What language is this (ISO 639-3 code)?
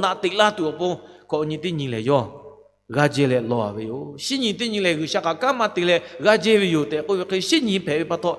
lhu